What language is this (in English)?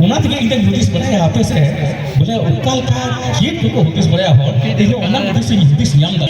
Santali